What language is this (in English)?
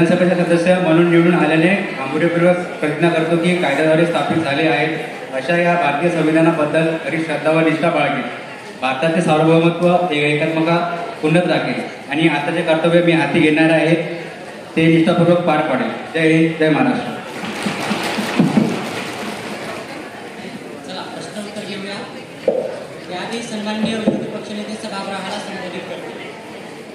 Marathi